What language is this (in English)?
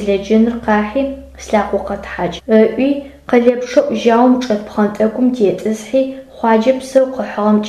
Adyghe